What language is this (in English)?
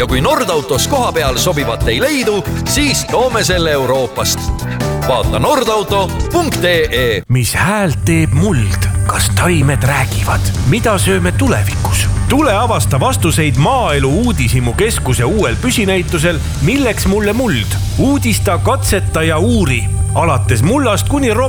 Estonian